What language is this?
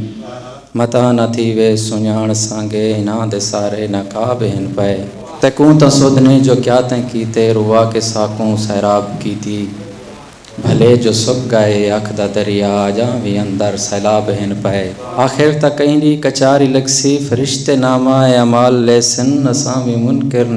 Saraiki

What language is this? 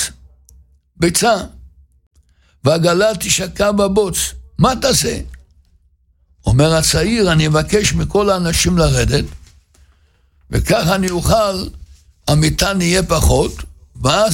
Hebrew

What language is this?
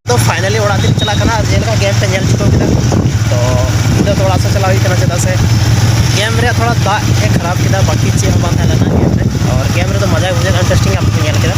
Santali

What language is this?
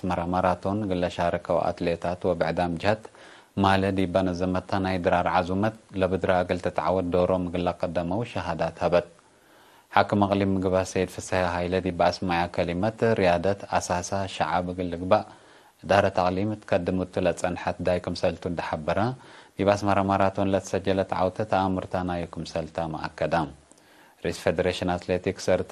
Tigre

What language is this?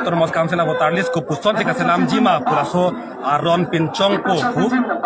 Karbi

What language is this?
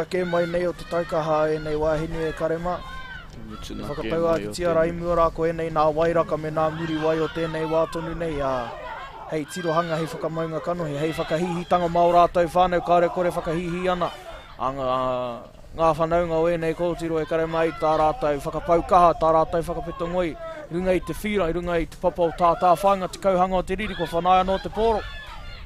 Māori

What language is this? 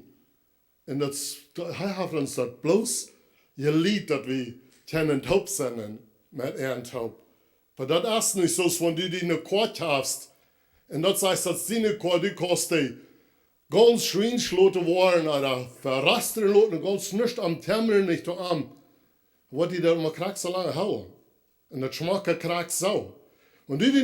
Plautdietsch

